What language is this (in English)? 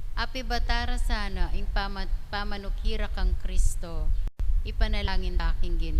Pampanga